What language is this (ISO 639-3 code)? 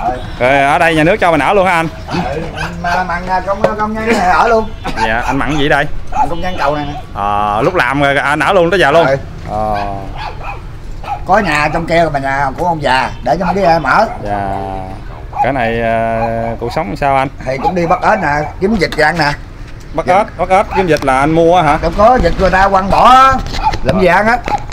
vie